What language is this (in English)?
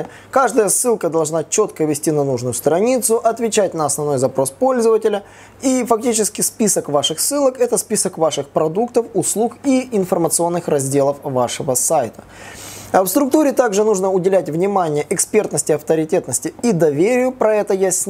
Russian